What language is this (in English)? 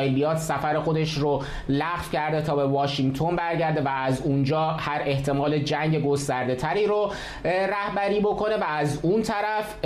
Persian